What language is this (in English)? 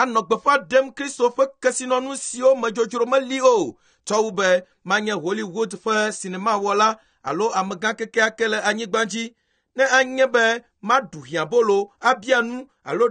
Ewe